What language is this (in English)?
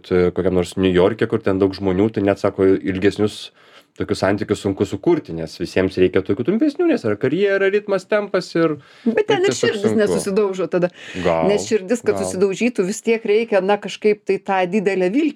Lithuanian